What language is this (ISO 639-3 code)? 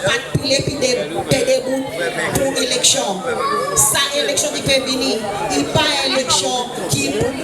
crs